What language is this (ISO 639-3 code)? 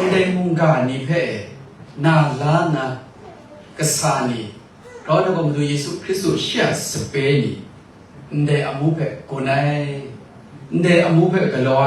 kac